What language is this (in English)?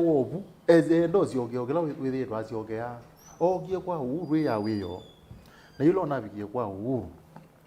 Kamba